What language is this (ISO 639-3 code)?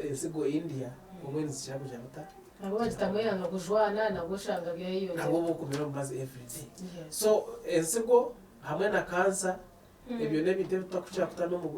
nyn